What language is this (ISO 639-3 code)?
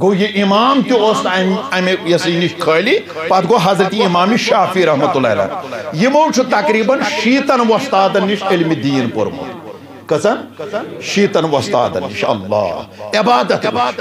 kas